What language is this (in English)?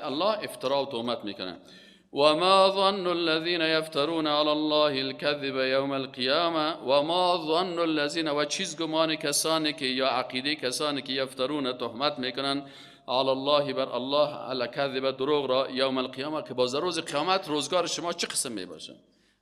Persian